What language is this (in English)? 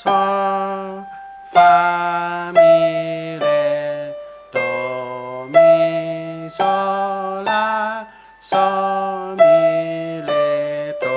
Shan